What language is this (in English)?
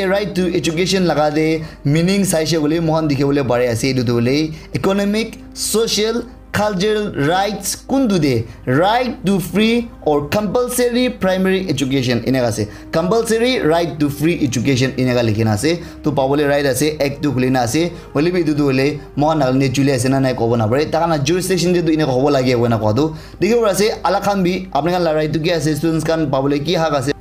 Naga Pidgin